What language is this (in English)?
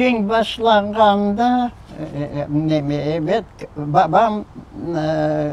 Crimean Tatar